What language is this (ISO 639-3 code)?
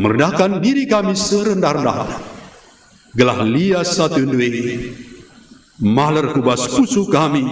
btx